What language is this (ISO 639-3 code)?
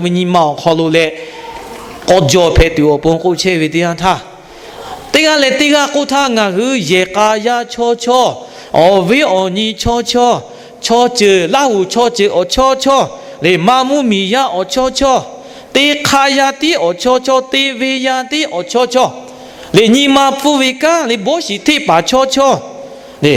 lhu